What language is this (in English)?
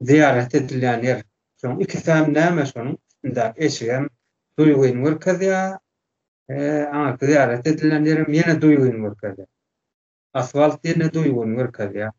Turkmen